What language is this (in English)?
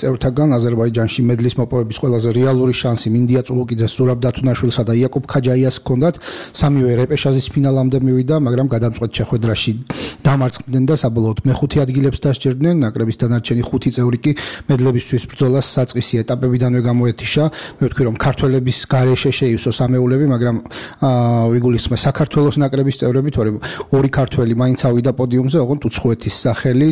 Georgian